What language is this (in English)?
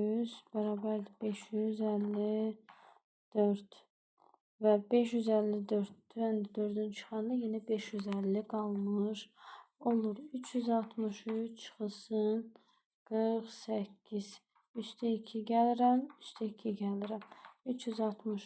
Azerbaijani